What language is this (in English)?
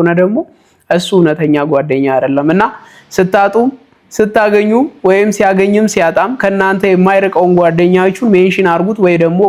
Amharic